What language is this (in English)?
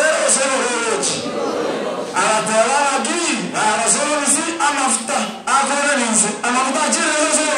Gusii